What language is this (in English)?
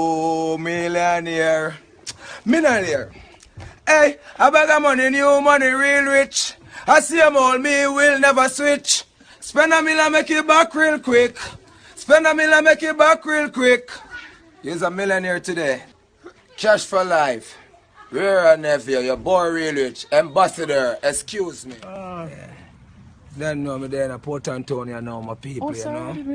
Jamaican Creole English